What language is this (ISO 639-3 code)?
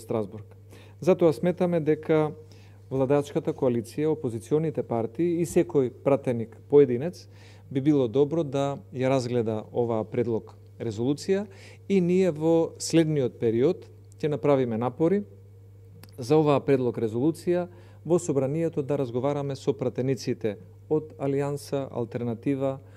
mkd